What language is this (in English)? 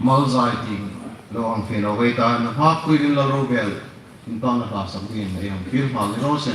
Hmar